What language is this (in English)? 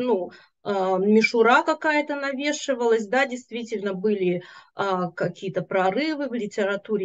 Russian